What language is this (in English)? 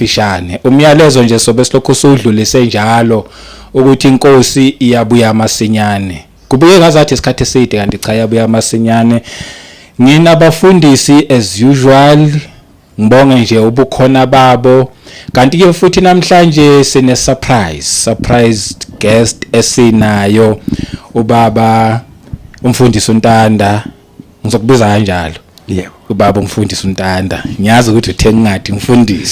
Zulu